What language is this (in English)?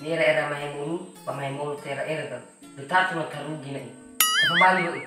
Nias